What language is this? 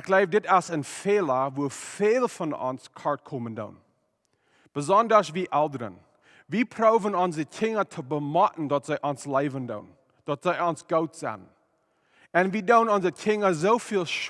Plautdietsch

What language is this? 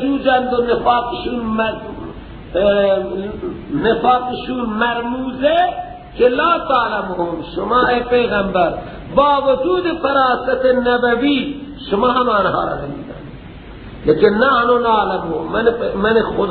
Persian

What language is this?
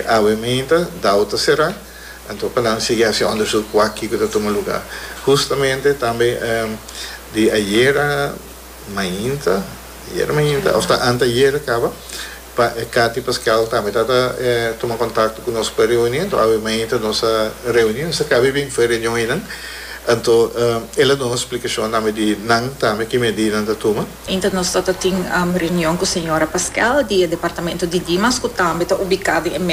Papiamento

